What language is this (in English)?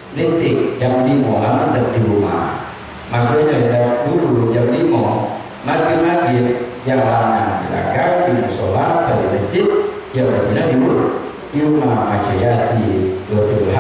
Musi